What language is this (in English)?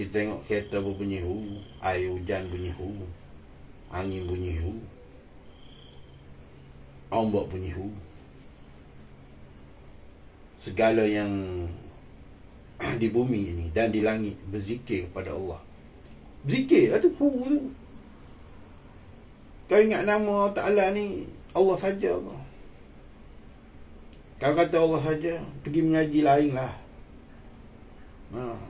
Malay